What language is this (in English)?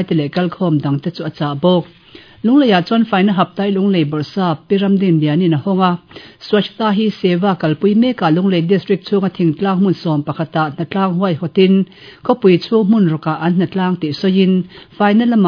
Mizo